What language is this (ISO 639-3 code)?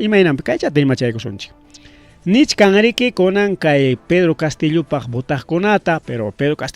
quy